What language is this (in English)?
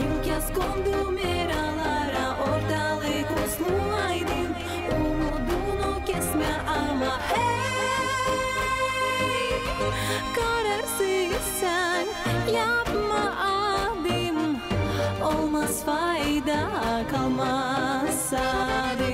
Gagauz